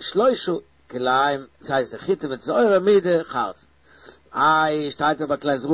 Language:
Yiddish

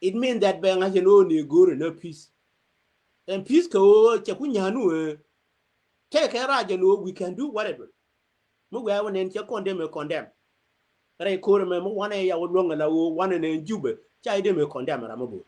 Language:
Nuer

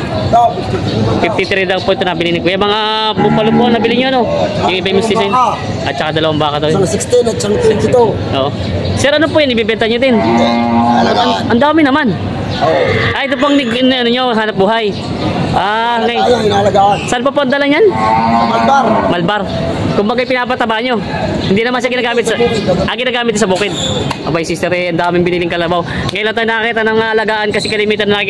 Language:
Filipino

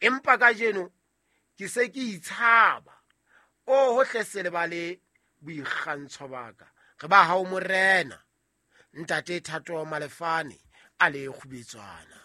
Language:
Southern Sotho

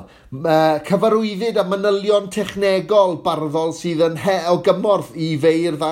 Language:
Welsh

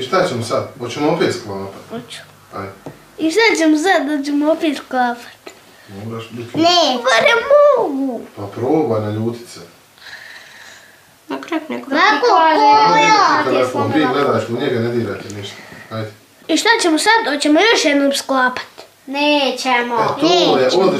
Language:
Bosnian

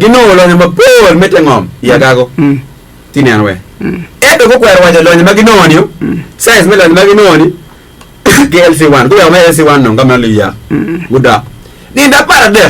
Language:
Acoli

